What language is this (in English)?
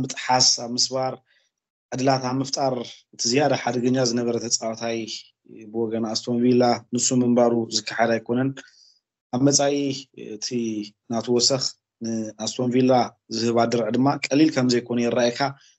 Tigrinya